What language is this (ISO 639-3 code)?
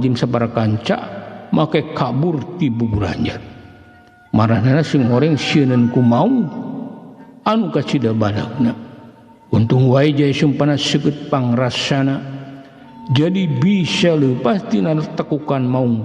sun